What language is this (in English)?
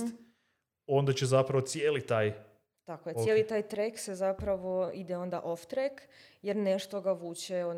Serbian